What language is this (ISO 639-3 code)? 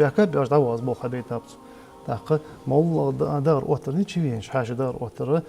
inh